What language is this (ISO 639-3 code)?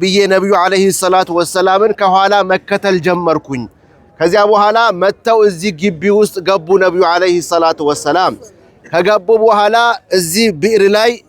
amh